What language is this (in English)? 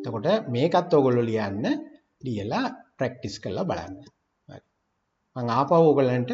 Sinhala